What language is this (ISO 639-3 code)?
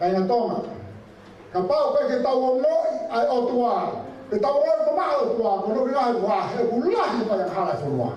ton